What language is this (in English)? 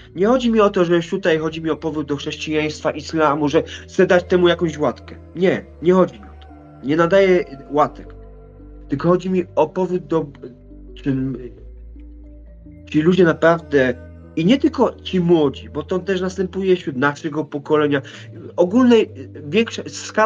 Polish